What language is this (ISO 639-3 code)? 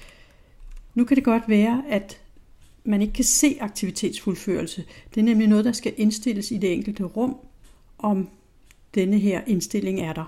dan